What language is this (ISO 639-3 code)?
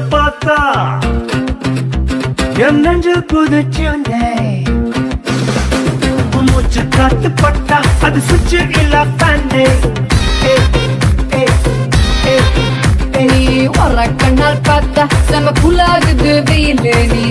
tam